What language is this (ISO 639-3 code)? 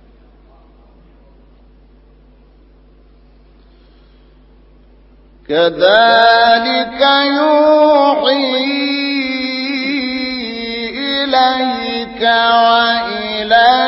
ara